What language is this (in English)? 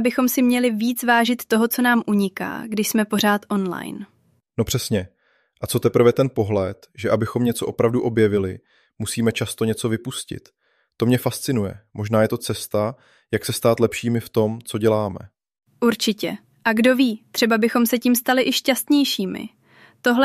Czech